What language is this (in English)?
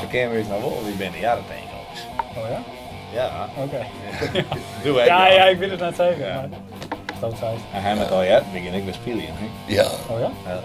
Western Frisian